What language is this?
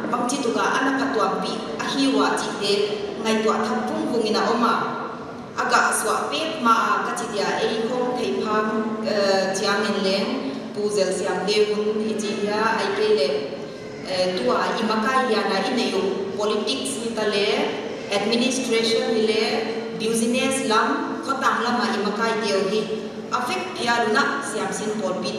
Paite Chin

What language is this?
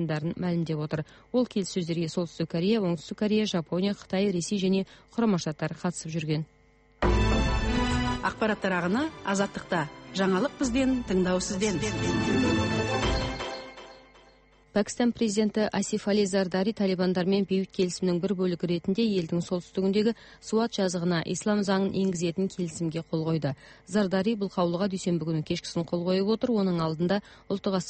Kazakh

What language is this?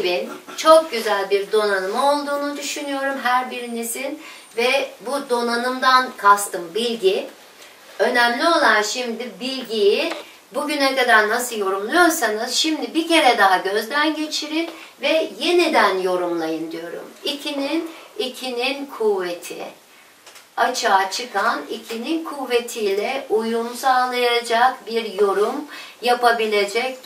Turkish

